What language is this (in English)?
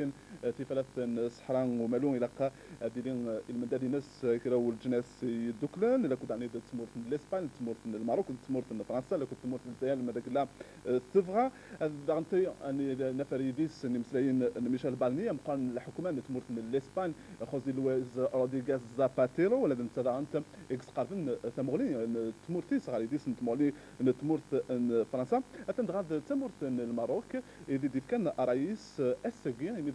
Kabyle